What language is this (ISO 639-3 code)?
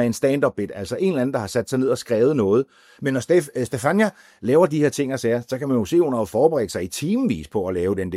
dan